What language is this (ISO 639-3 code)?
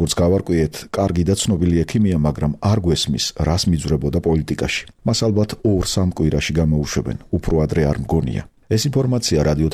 kat